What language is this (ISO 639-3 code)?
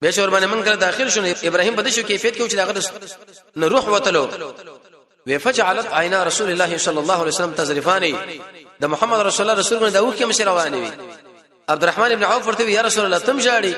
pus